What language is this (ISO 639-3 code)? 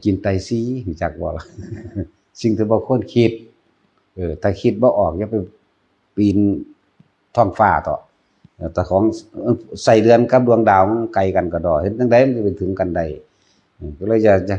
tts